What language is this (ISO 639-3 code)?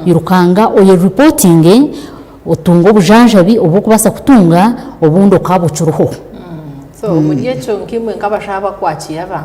nyn